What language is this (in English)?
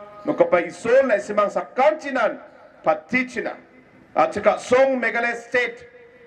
Garo